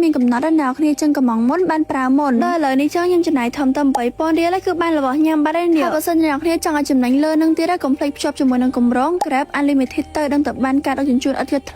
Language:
Khmer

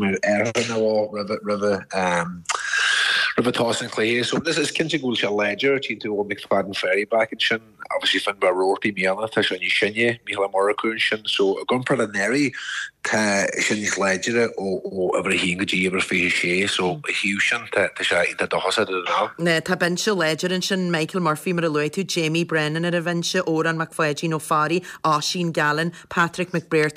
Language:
Irish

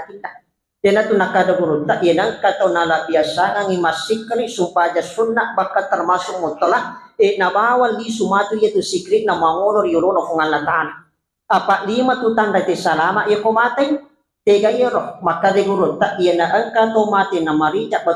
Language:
Buginese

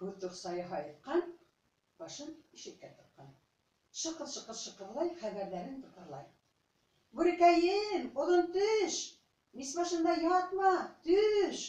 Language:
Bashkir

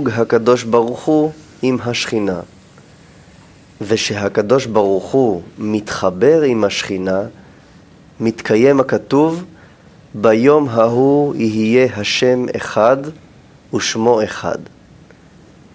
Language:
Hebrew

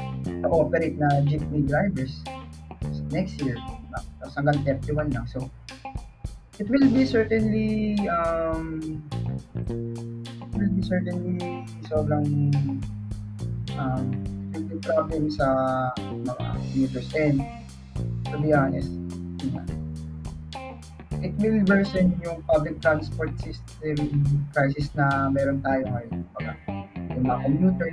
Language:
Filipino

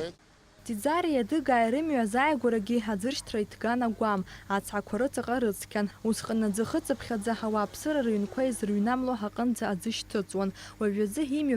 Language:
Abkhazian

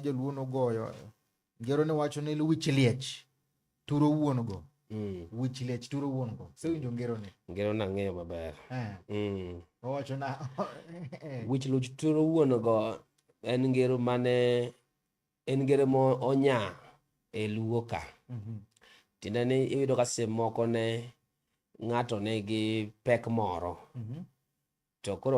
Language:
Luo (Kenya and Tanzania)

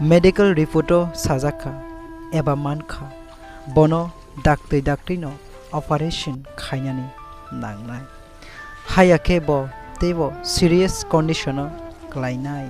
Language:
Kok Borok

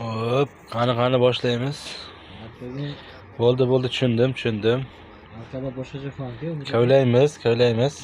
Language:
Uzbek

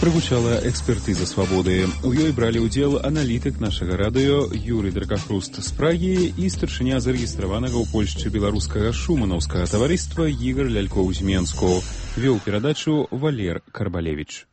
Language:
Belarusian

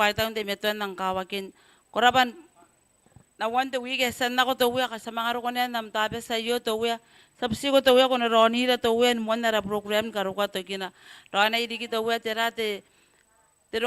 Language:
Gilbertese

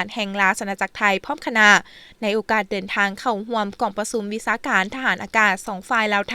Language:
Lao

